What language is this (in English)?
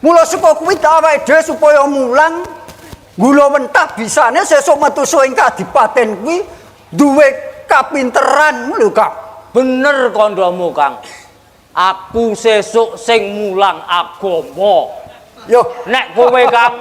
Javanese